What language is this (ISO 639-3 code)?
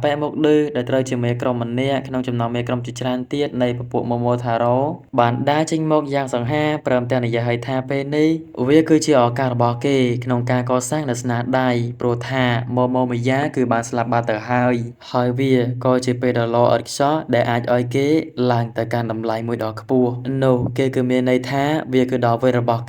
khm